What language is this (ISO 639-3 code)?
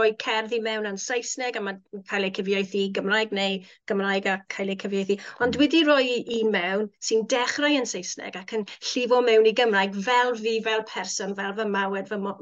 cym